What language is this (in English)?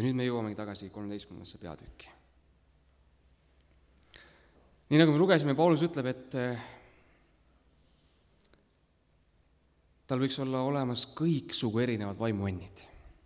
Estonian